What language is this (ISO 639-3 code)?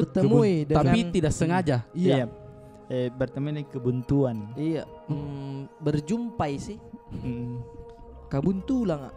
mfp